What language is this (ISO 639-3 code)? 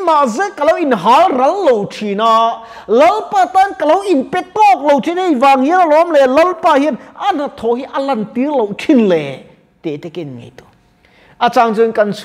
lus